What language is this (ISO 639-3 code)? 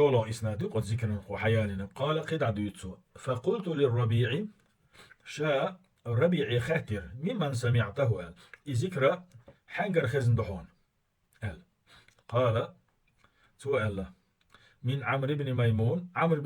che